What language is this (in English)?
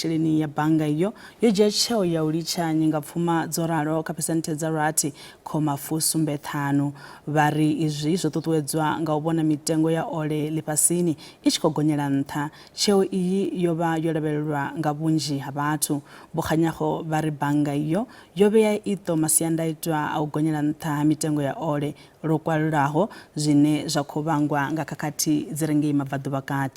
Venda